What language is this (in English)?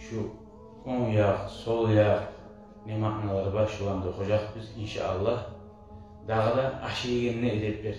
Kumyk